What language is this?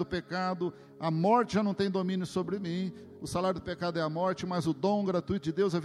Portuguese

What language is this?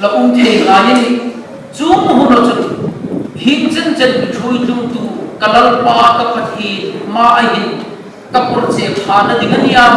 Hmar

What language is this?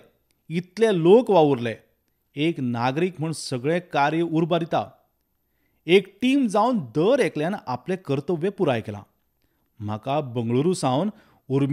Konkani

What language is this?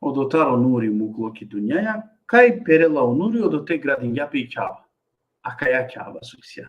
Balkan Romani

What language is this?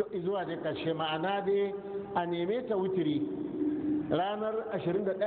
Hausa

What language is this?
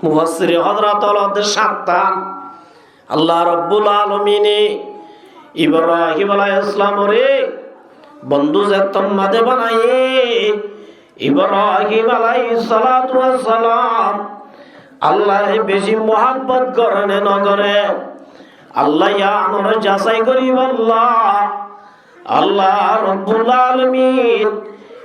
Rohingya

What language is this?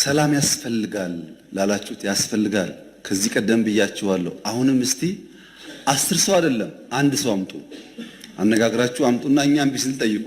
Amharic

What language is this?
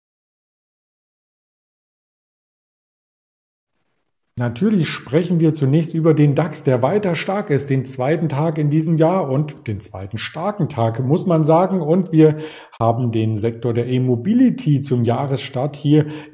German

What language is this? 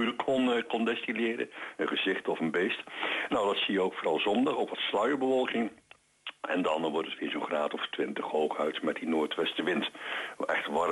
Dutch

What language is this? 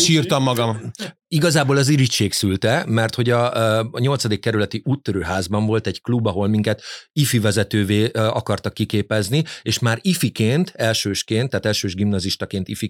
Hungarian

